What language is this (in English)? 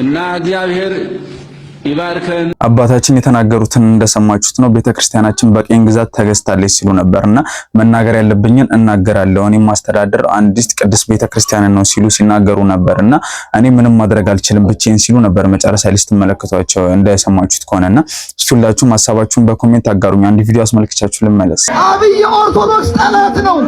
Amharic